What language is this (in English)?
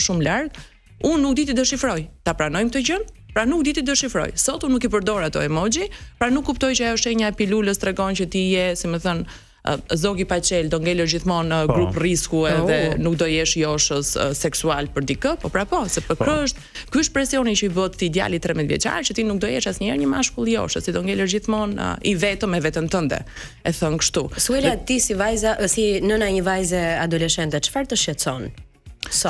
Albanian